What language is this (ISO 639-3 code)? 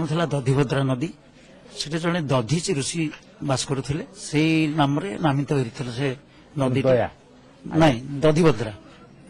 ori